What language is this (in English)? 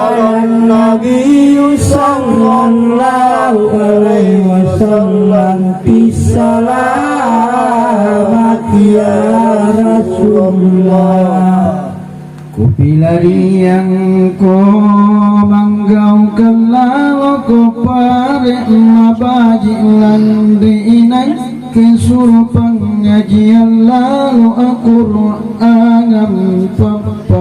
Makasar